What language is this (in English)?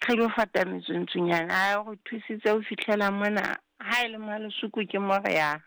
Southern Sotho